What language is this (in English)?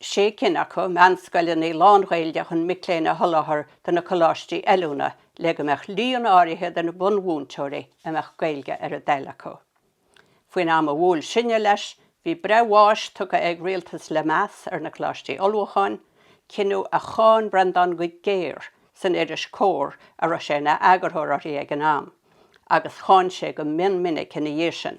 Irish